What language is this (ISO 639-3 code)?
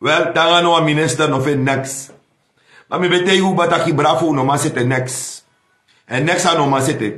srn